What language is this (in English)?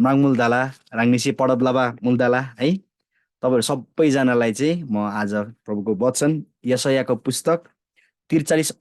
Eastern Tamang